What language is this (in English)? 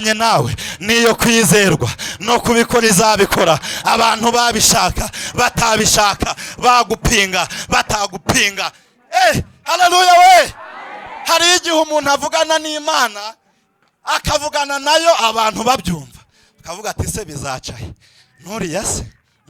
Kinyarwanda